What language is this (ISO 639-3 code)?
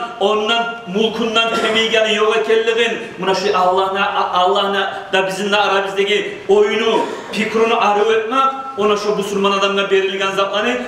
kum